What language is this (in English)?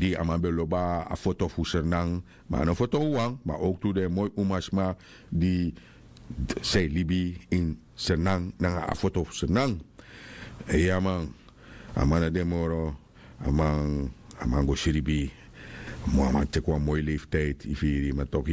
Sranan Tongo